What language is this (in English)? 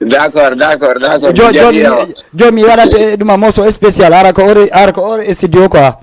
Fula